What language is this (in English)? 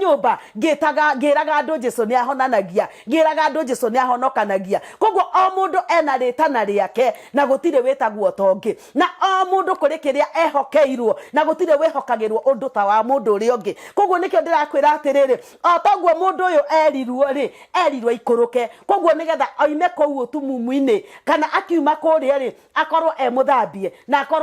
Kikuyu